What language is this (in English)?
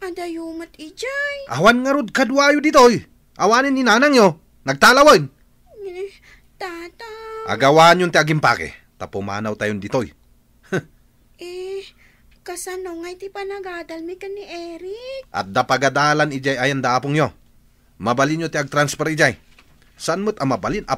Iloko